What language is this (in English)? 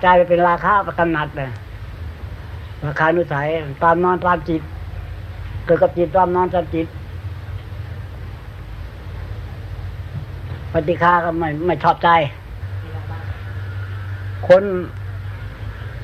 Thai